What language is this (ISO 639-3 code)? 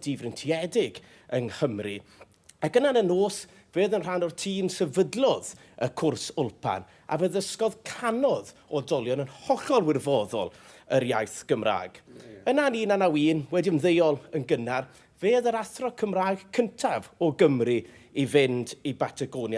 cym